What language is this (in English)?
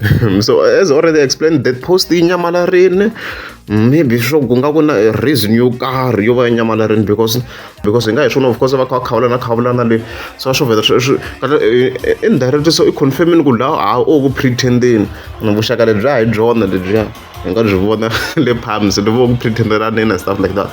Tsonga